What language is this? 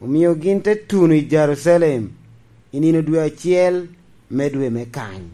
Lango (Uganda)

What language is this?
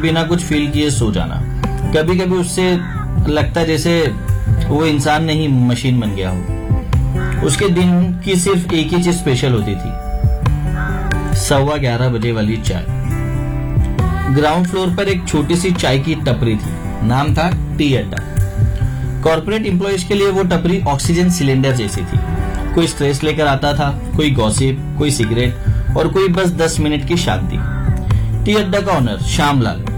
Hindi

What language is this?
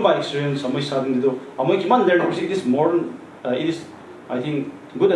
Naga Pidgin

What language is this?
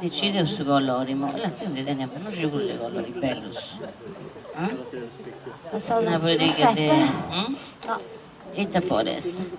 Sardinian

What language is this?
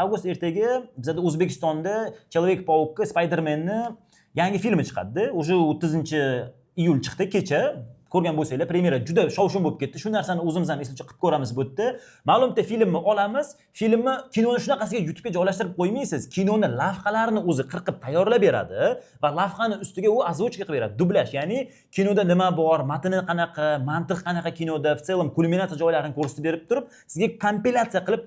Uzbek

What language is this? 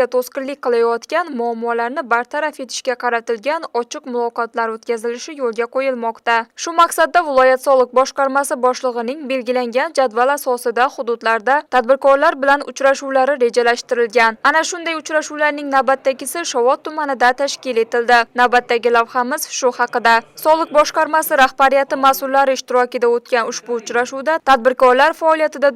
Uzbek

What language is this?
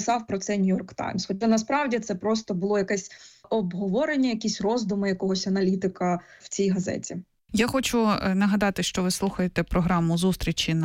Ukrainian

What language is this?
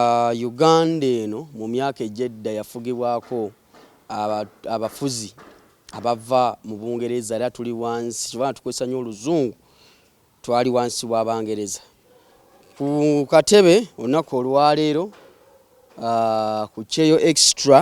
Ganda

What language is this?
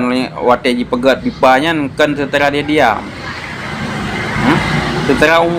Achinese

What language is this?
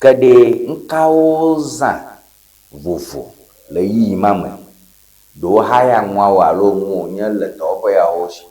Ewe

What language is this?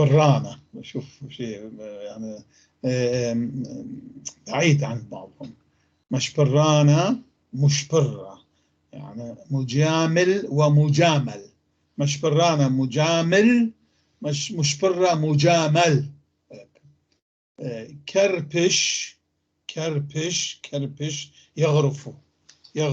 North Levantine Arabic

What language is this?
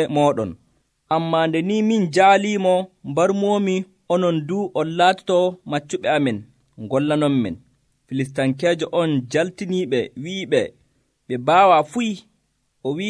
Nigerian Fulfulde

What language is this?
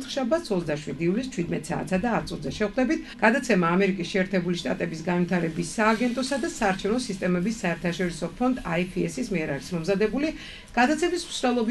Georgian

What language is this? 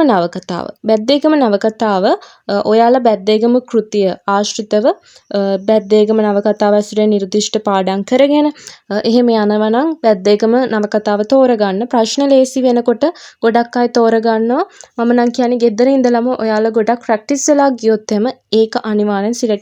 Sinhala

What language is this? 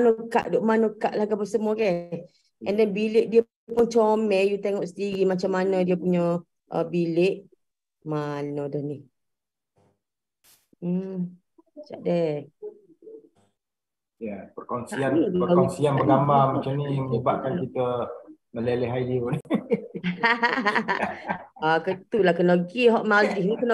Malay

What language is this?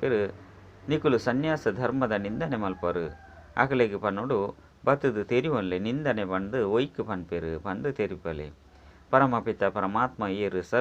Tulu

